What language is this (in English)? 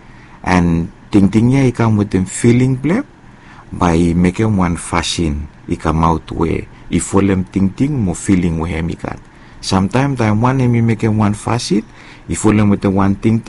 Bislama